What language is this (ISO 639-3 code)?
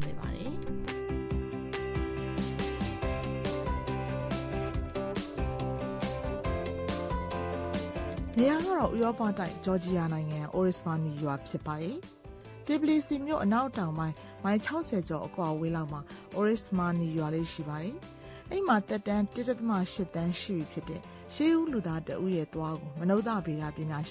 mya